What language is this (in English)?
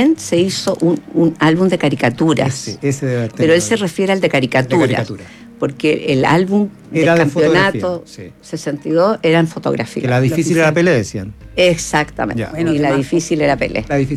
Spanish